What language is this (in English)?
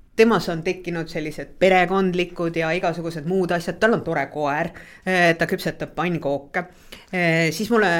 Estonian